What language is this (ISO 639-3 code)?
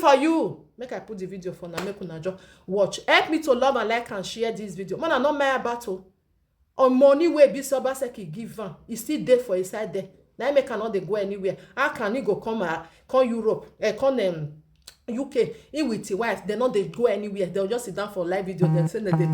pcm